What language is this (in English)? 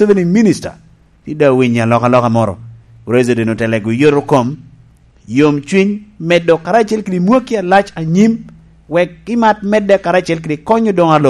Lango (Uganda)